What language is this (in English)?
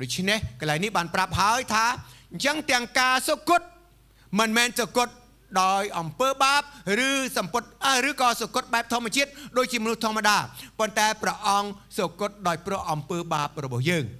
Khmer